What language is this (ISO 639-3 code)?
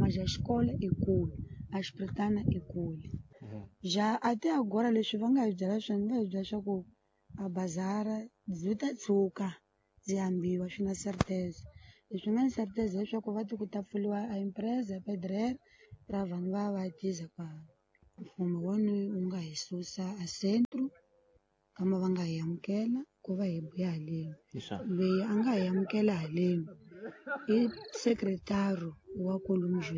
tso